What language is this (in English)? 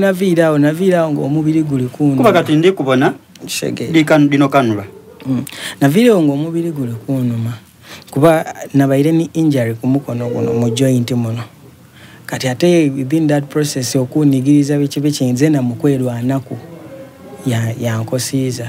Soga